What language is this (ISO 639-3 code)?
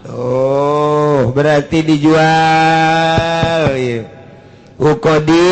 sun